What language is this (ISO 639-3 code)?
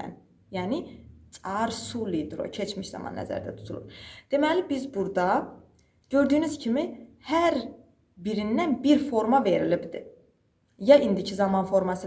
aze